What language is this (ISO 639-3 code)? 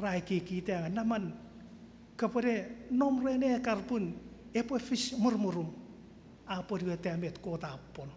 chk